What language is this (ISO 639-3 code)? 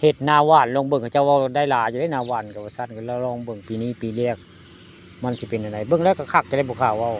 tts